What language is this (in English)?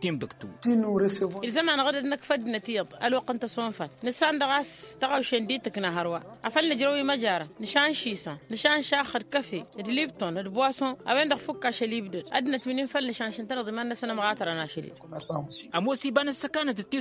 Tamasheq